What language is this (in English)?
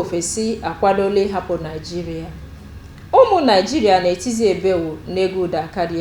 Igbo